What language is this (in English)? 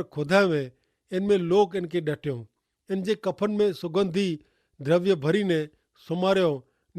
Kachhi